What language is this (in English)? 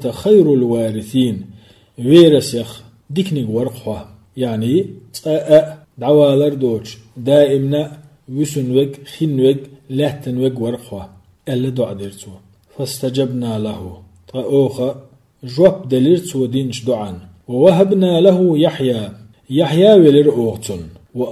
Chechen